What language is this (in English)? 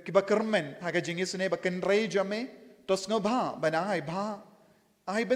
Khasi